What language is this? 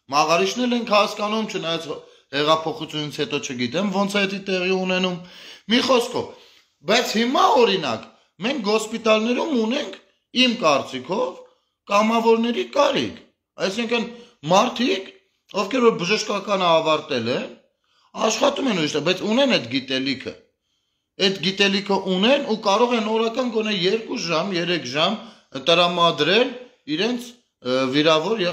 Armenian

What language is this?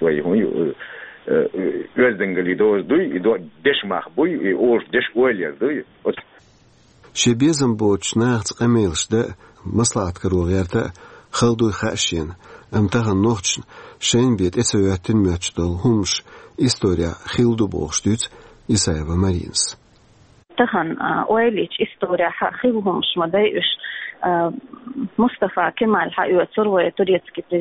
Chechen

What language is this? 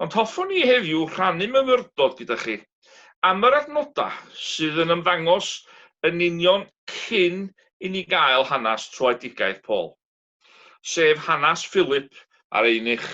Welsh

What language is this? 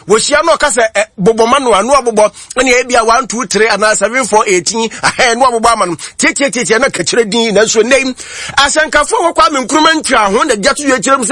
Akan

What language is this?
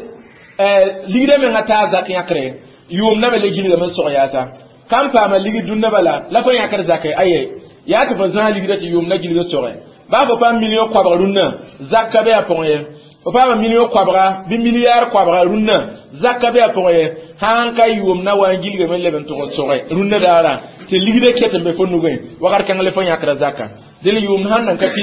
Mossi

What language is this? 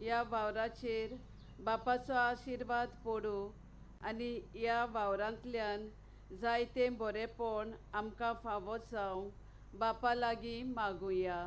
Konkani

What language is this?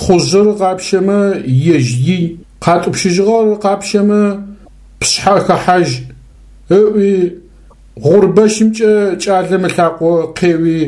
Adyghe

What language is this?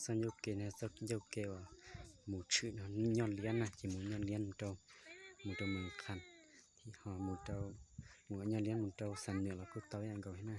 Hmong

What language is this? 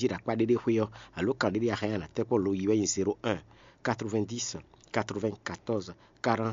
Fon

